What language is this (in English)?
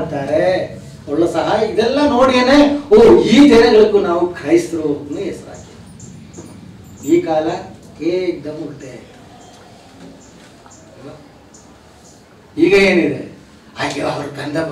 Kannada